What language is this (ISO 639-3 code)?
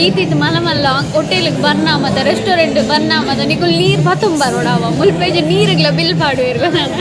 tcy